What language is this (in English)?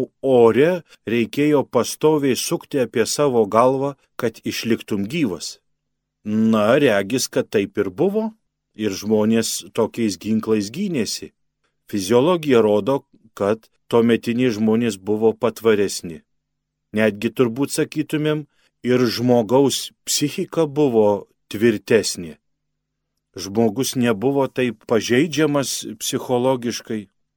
Lithuanian